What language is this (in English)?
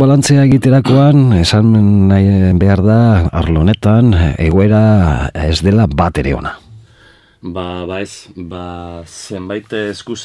Basque